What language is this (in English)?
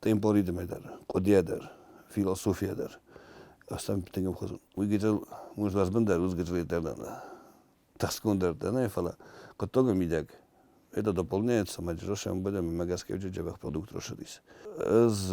Ossetic